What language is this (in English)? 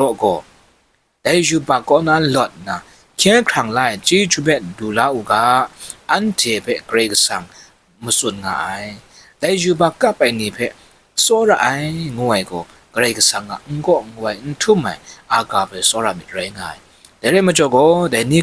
Kachin